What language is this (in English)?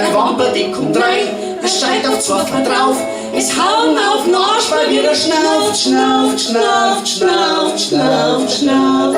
Bavarian